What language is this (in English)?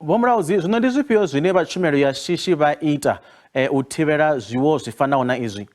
Venda